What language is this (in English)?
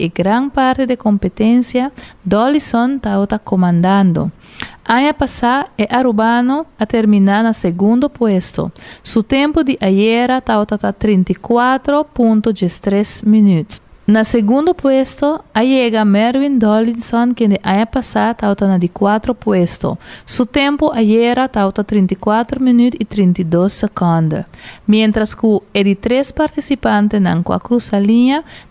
Papiamento